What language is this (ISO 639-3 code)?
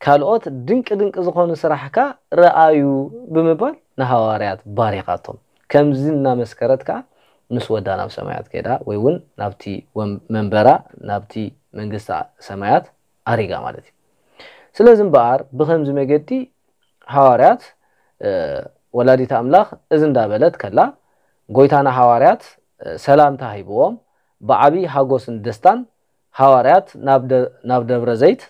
tir